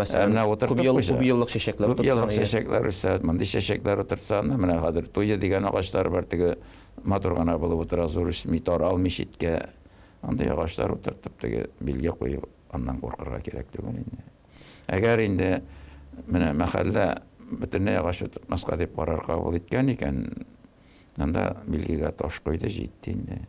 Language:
Tatar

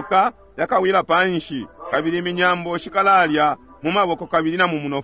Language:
Bemba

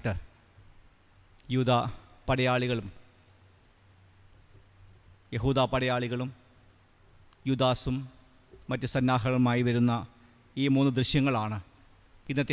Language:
Malayalam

